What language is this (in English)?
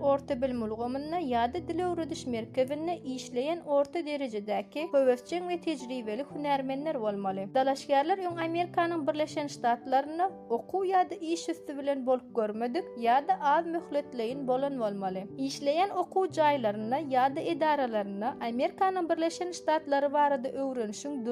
Turkmen